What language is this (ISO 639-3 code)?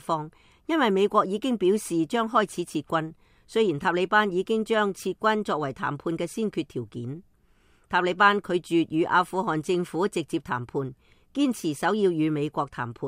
yue